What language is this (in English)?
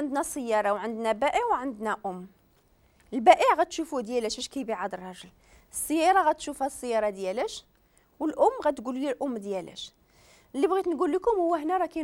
Moroccan Arabic